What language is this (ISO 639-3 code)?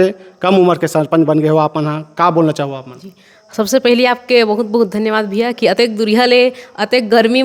hne